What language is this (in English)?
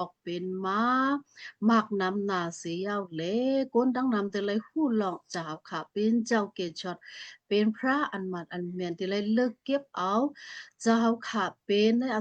Shan